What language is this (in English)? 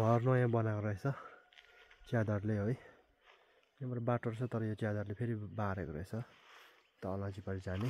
Nepali